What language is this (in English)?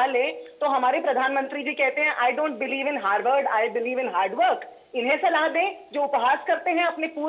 Hindi